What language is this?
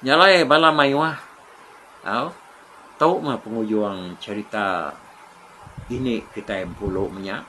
Iban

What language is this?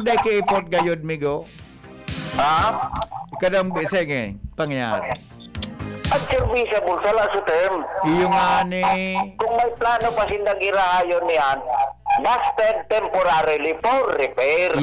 Bikol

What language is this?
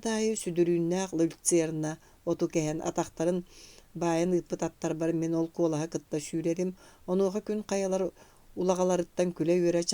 Yakut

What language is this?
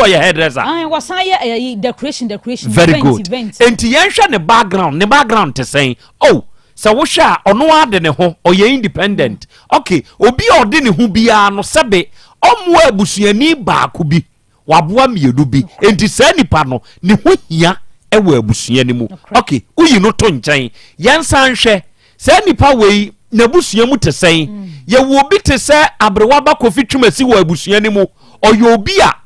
Akan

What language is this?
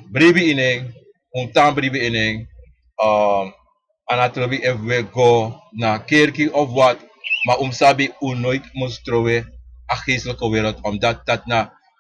Sranan Tongo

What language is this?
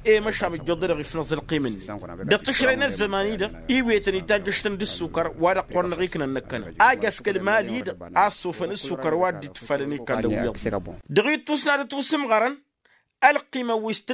Tamasheq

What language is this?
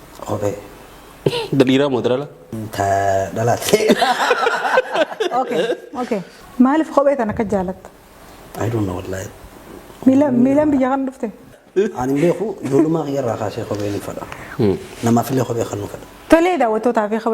Oromo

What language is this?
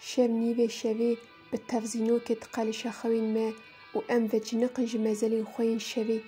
Kurdish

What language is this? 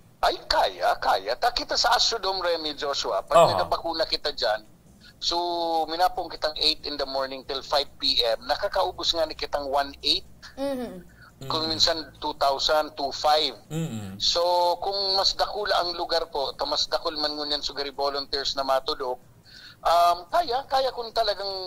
Bikol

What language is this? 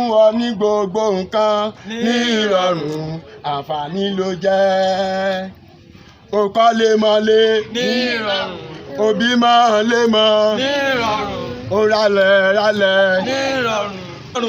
Yoruba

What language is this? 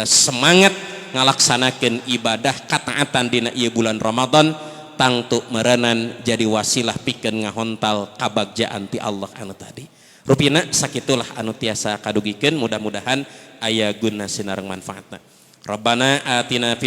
Sundanese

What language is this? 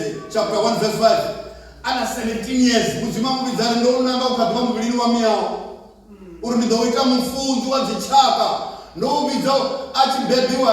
Venda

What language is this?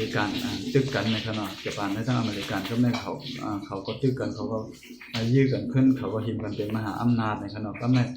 Shan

